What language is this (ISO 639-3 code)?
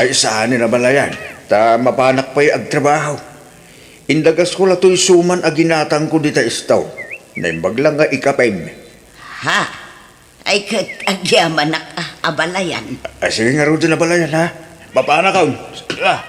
ilo